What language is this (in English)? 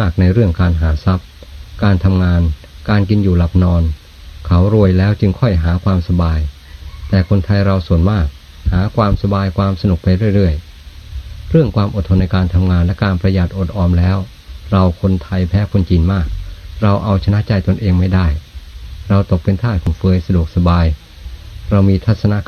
Thai